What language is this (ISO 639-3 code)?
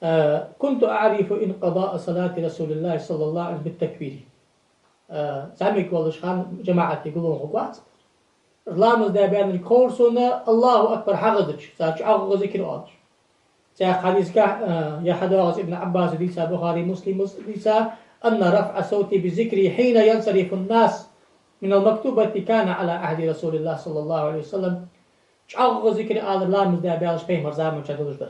inh